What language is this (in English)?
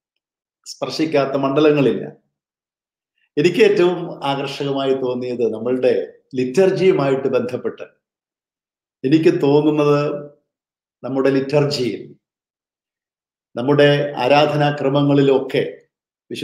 Malayalam